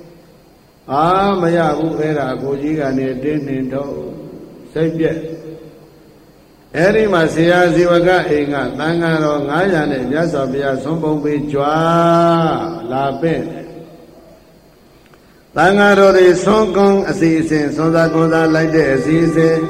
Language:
Burmese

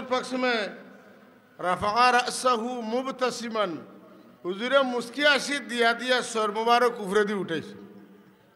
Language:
Sylheti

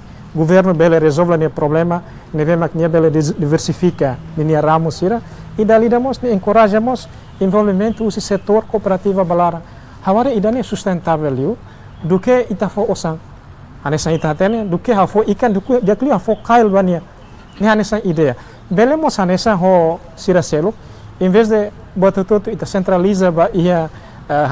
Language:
Tetum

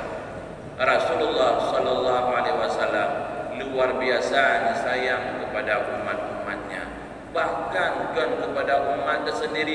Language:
Achinese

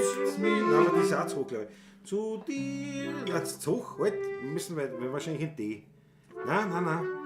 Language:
Bavarian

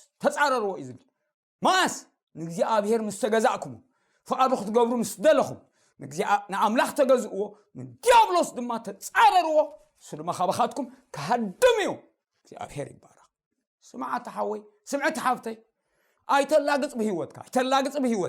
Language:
Tigrinya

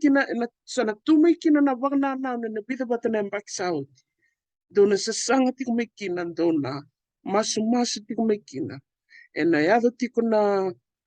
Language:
Fijian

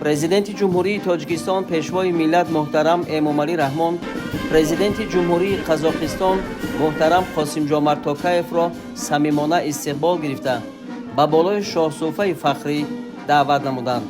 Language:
Tajik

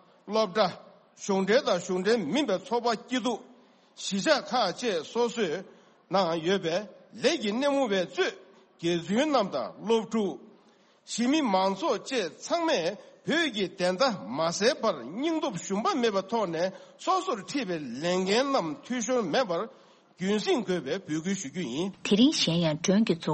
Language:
Tibetan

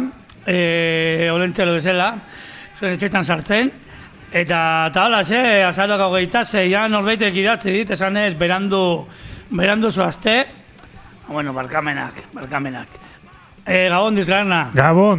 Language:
Basque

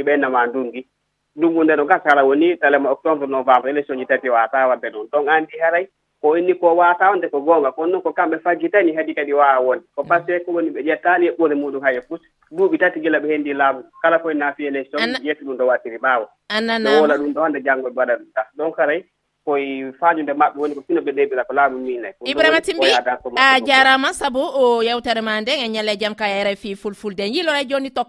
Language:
Nigerian Fulfulde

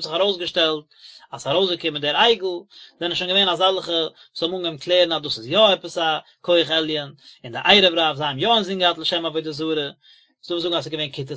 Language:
Yiddish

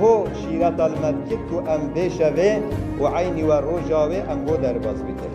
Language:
Kurdish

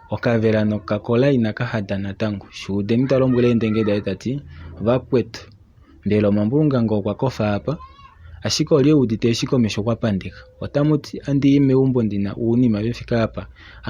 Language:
Kuanyama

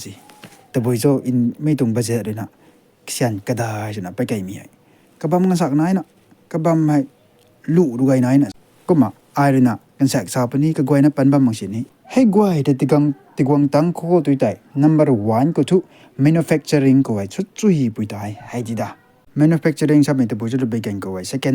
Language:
Rongmei Naga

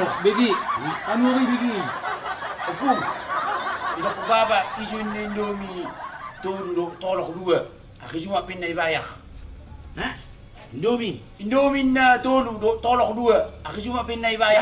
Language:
Batak Toba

